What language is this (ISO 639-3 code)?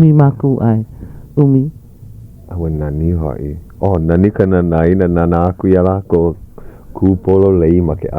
haw